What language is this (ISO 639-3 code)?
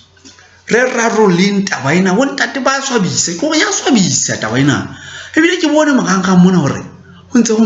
sot